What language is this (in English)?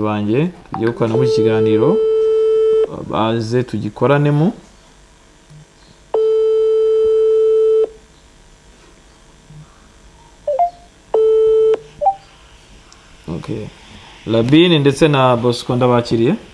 Kinyarwanda